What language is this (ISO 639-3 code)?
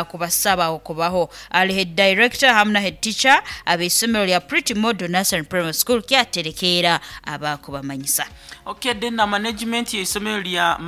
nyo